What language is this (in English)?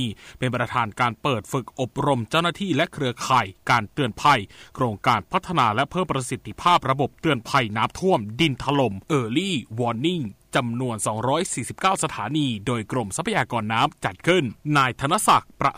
Thai